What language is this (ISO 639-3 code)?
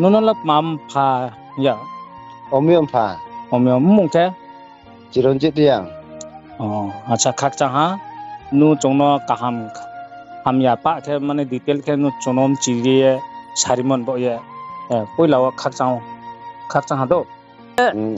ria